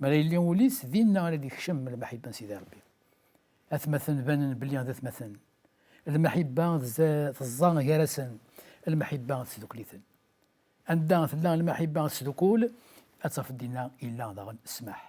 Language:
Kabyle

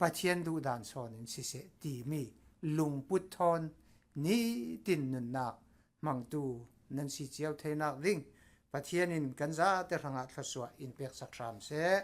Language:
Falam Chin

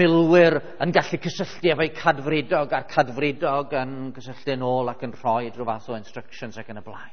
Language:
Welsh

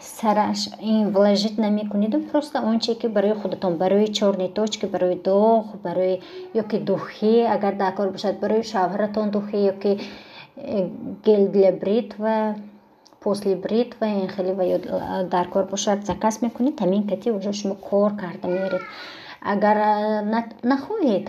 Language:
Tajik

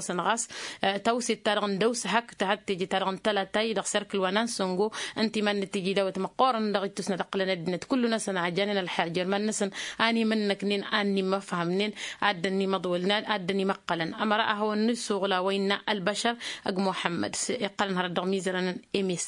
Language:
Tamasheq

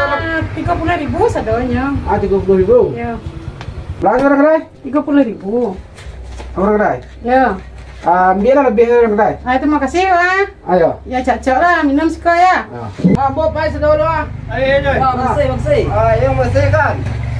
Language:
Minangkabau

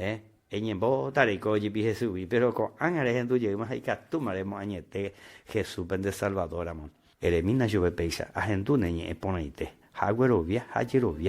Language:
Guarani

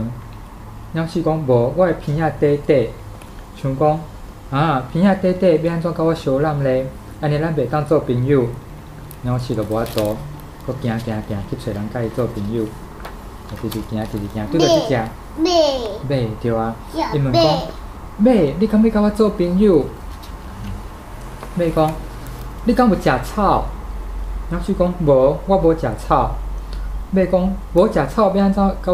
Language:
Min Nan Chinese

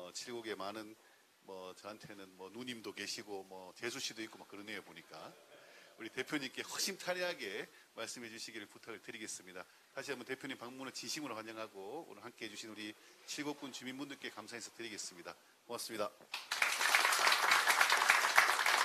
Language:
Korean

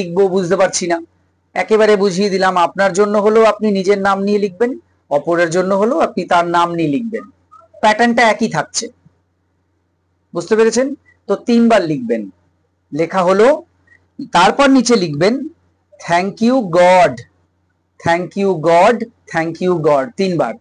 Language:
Bangla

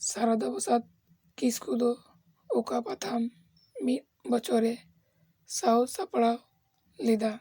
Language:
Santali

